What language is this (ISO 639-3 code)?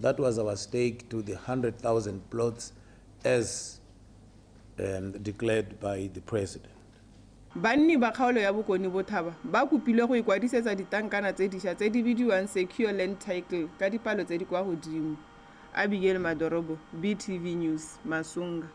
tsn